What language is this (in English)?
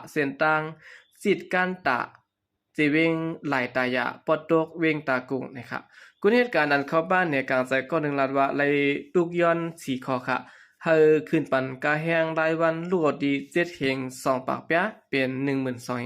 Shan